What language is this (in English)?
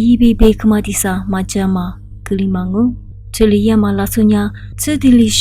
Lisu